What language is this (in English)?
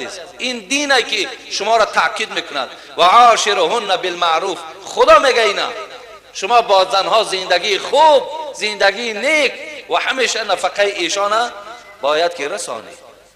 Tajik